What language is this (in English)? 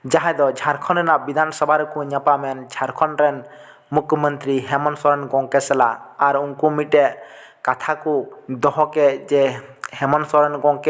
Santali